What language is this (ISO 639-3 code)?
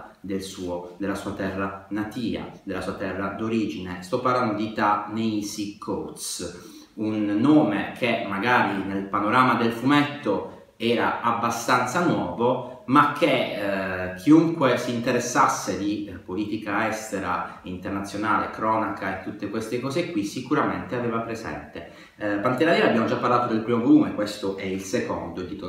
ita